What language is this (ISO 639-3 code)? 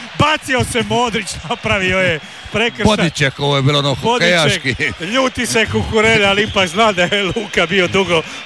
hrv